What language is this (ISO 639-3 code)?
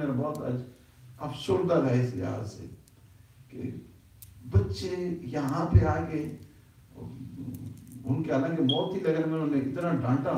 urd